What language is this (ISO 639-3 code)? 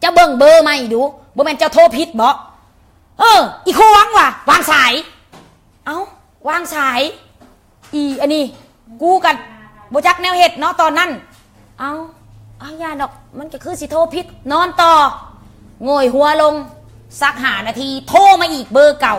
lao